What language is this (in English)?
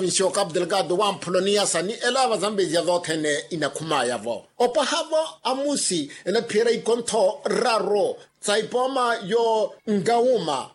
Makhuwa